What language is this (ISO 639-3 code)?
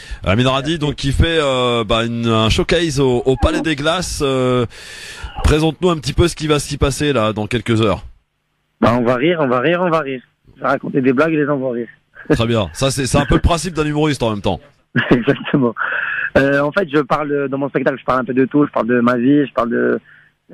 fra